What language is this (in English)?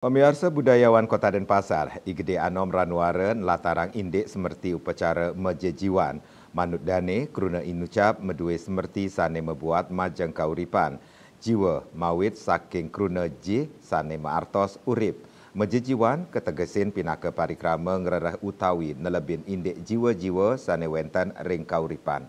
Balinese